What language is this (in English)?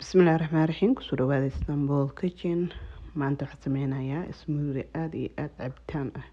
Somali